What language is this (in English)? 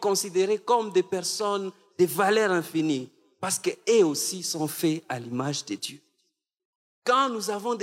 French